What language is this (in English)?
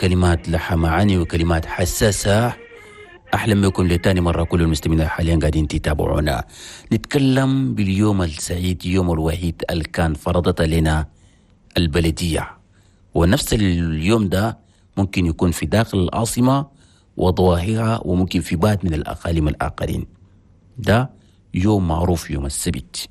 Chadian Arabic